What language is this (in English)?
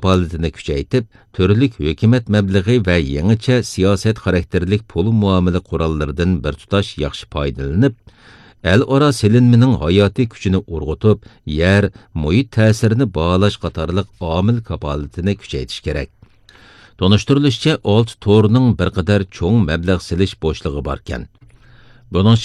Uyghur